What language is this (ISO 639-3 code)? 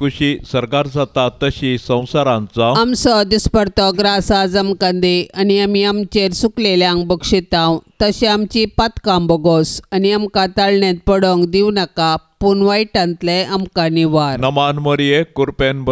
kok